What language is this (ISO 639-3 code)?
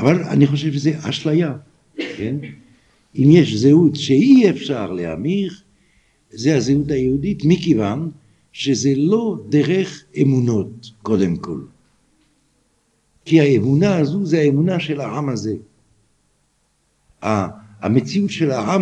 heb